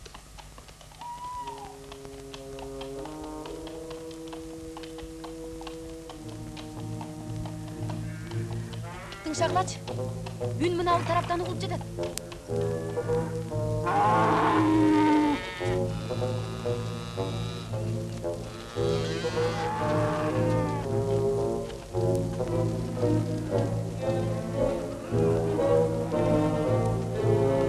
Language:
Kyrgyz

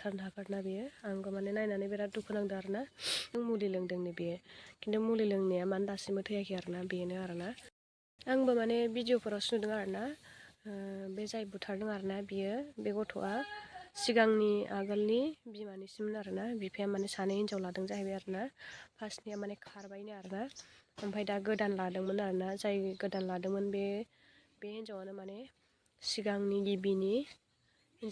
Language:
Bodo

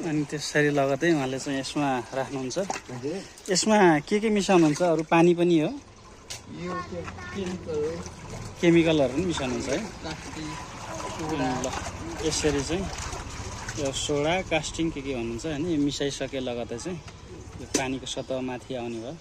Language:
Nepali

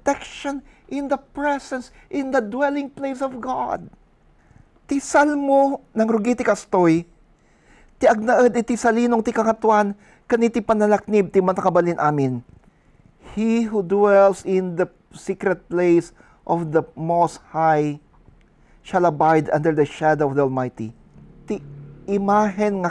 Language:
Iloko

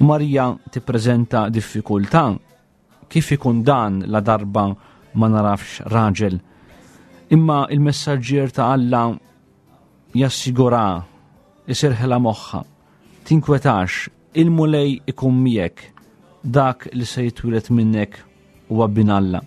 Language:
Maltese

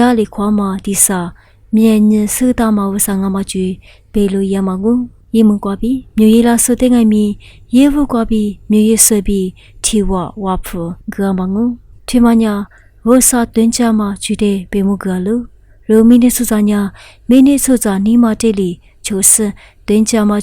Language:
Lisu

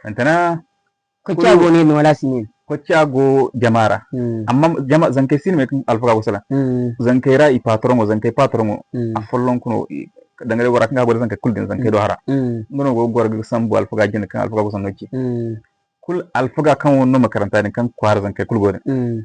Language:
Zarma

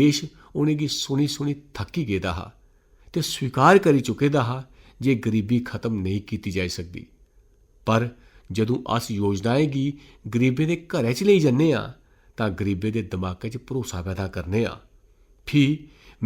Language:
Dogri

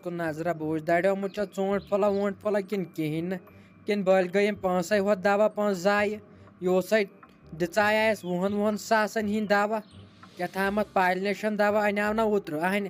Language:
Kashmiri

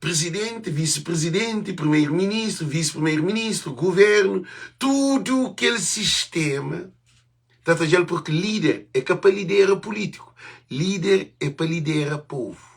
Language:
Kabuverdianu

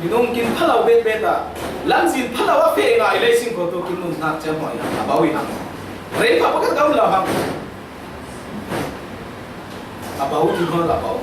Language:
Falam Chin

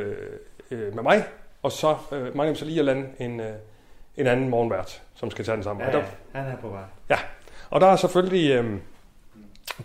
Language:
Danish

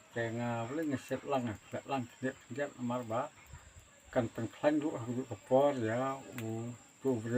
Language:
Khasi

